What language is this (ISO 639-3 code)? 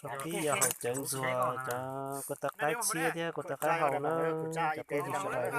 hmn